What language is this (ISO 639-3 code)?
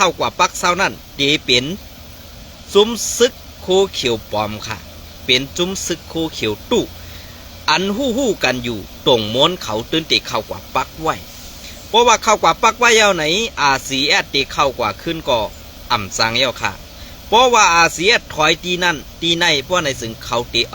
shn